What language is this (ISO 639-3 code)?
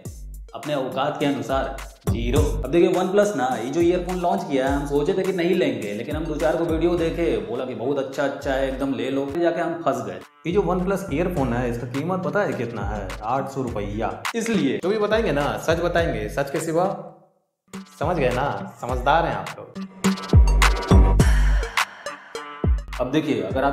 hin